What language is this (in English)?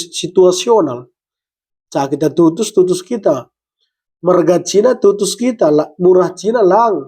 Batak Karo